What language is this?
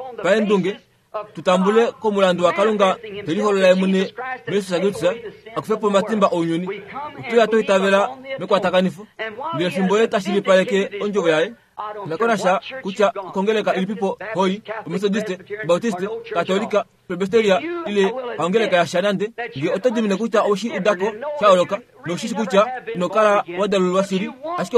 Kuanyama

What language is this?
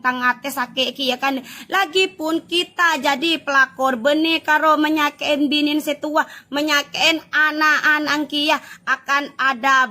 Madurese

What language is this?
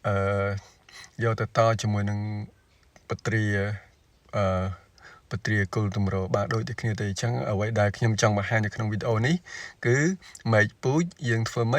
Khmer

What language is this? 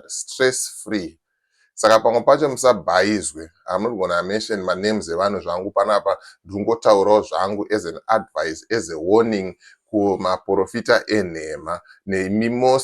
Shona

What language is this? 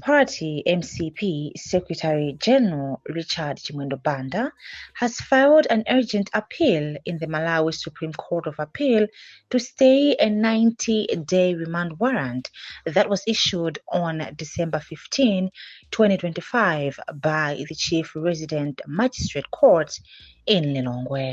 English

